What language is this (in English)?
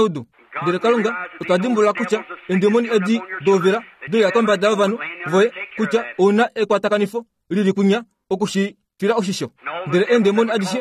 Kuanyama